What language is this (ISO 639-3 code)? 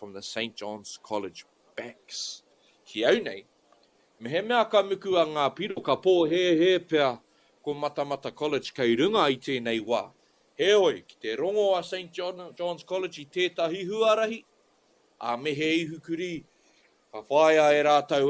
mri